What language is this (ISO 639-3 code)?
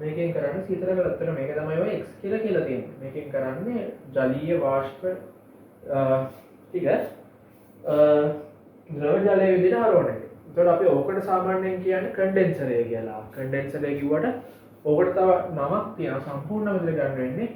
sin